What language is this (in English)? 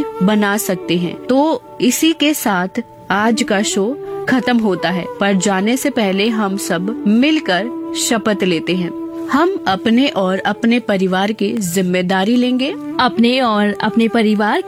Hindi